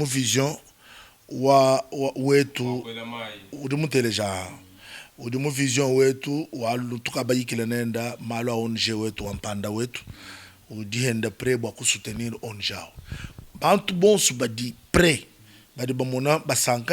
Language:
Luba-Lulua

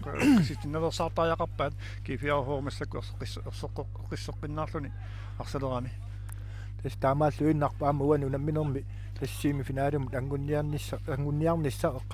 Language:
Kalaallisut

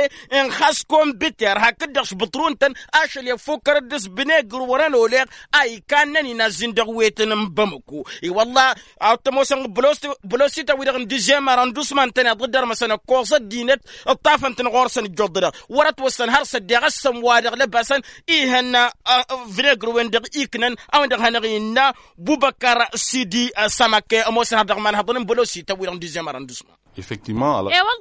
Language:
Tamasheq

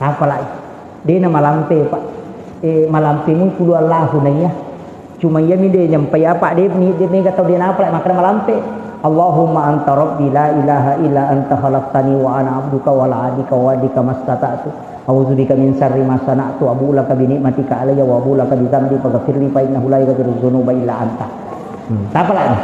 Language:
Buginese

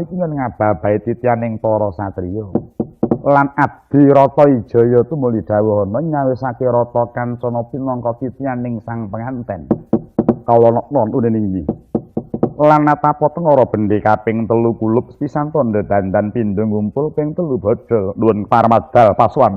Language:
Javanese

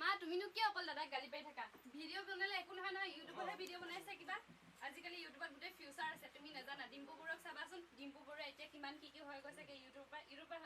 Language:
Assamese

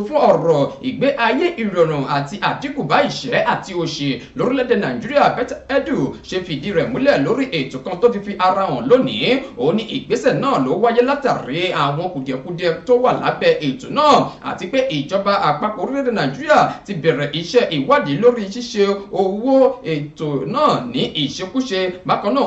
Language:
Yoruba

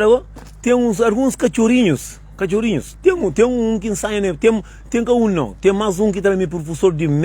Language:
Kabuverdianu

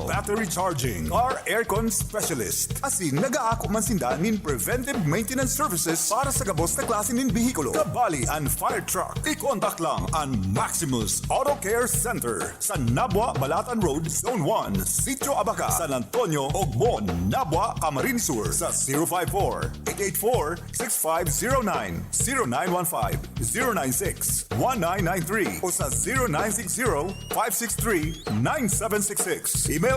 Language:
Bikol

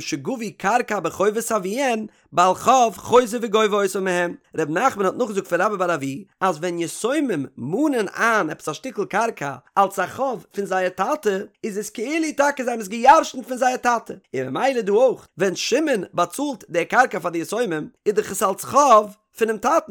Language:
Yiddish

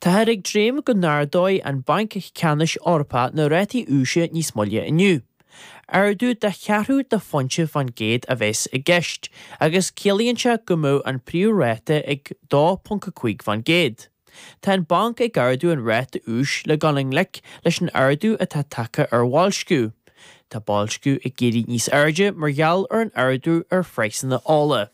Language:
Irish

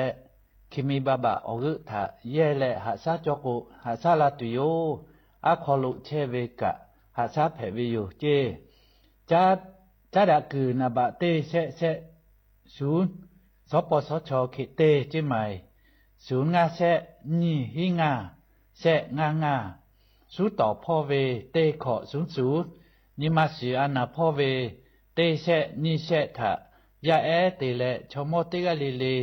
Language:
Lahu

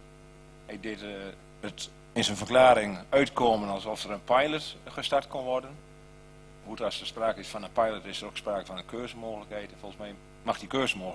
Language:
Dutch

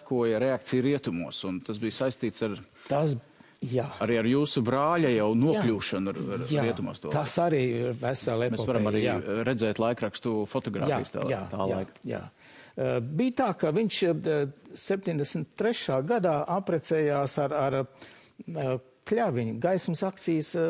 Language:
Latvian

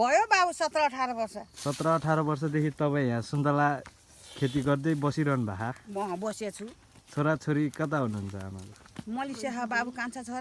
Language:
Nepali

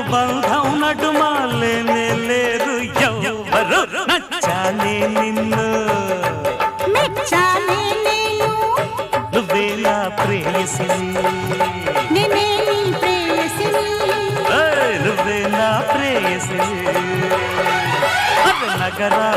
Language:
Telugu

